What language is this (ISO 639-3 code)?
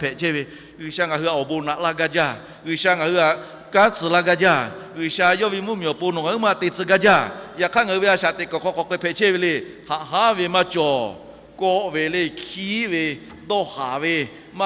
lhu